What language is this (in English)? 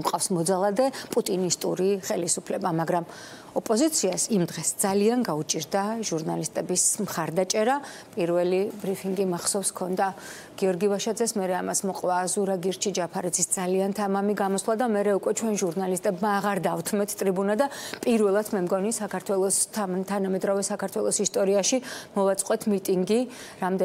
Georgian